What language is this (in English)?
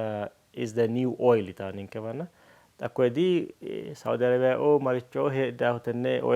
Sidamo